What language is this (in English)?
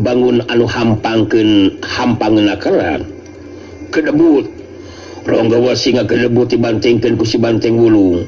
Sundanese